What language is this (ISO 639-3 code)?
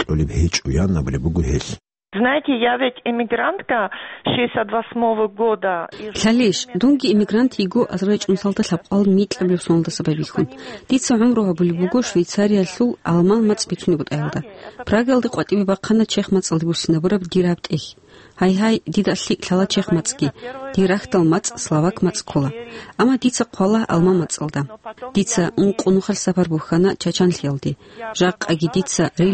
ava